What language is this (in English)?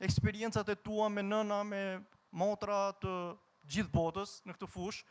Albanian